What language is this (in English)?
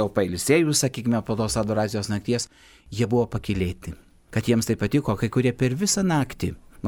Lithuanian